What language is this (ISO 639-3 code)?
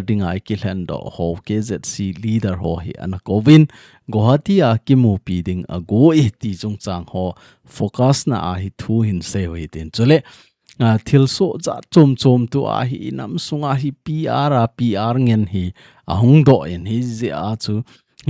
tcz